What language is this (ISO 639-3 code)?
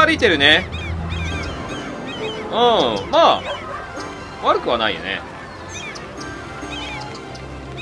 jpn